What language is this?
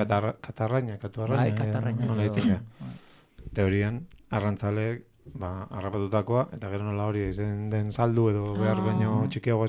Basque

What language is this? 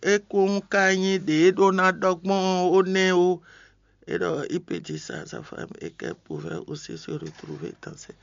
Fon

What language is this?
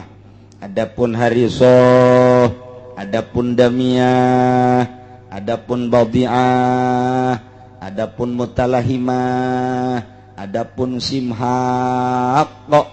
Sundanese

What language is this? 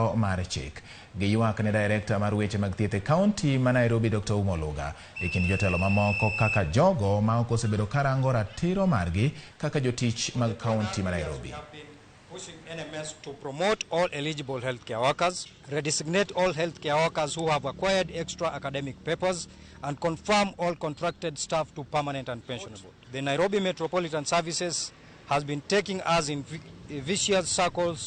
Luo (Kenya and Tanzania)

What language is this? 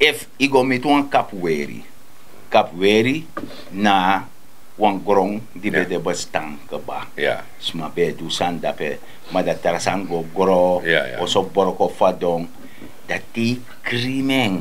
Sranan Tongo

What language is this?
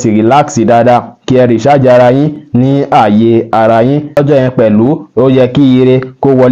Yoruba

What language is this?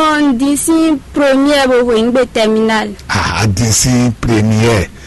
Fon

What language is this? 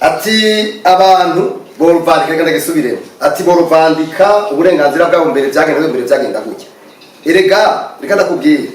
Rundi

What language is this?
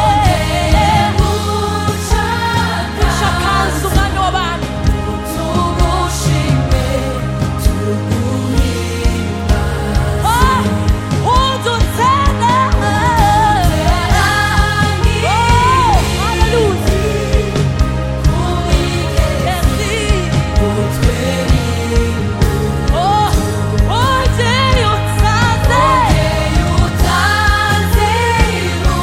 Kinyarwanda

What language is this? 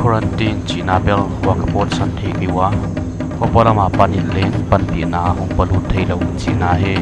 Paite Chin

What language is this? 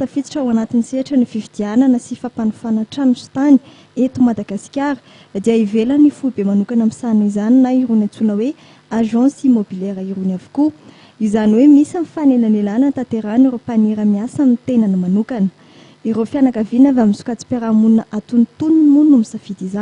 Malagasy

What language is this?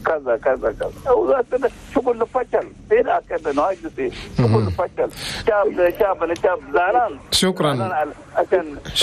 Chadian Arabic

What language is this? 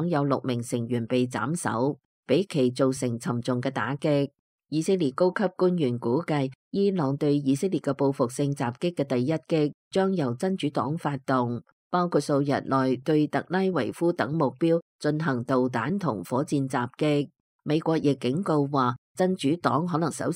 Cantonese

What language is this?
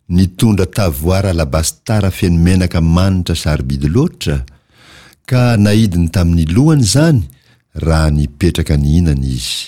Malagasy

